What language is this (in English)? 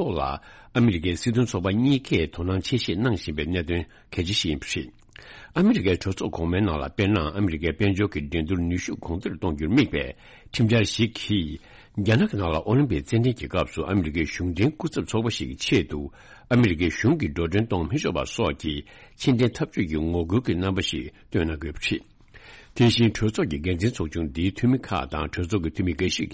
Tibetan